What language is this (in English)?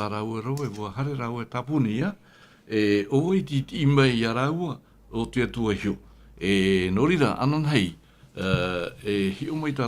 Tahitian